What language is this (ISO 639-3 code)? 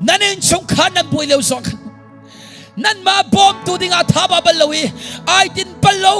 cnh